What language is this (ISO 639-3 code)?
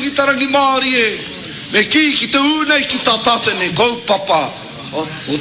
mri